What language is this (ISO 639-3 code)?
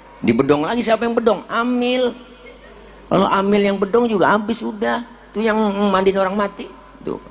bew